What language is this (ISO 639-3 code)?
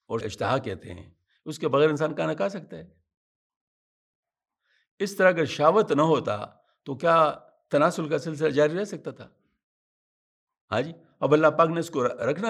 urd